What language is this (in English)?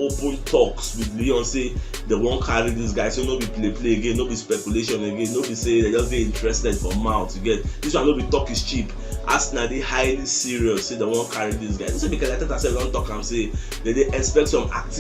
Nigerian Pidgin